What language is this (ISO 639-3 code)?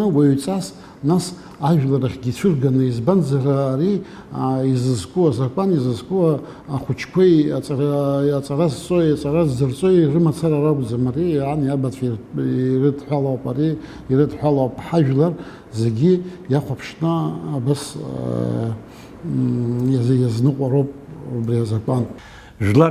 abk